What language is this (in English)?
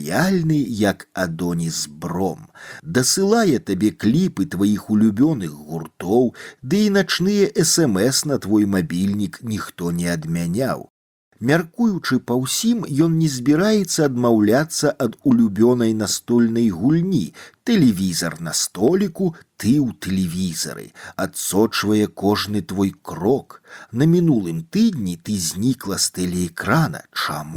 Belarusian